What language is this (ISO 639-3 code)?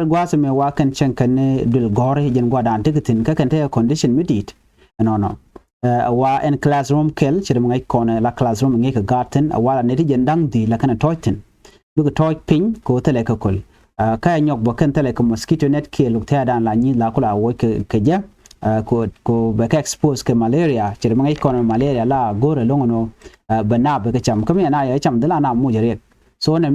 nus